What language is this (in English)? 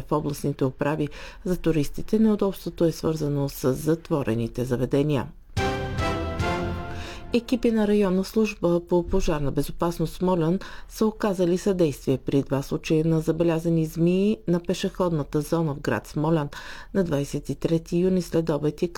Bulgarian